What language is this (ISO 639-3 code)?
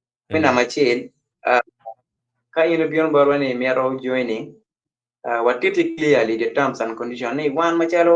ach